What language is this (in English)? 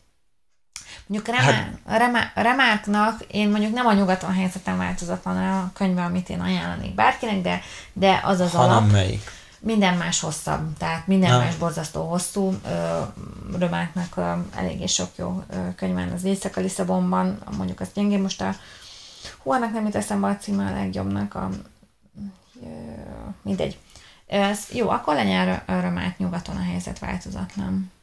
Hungarian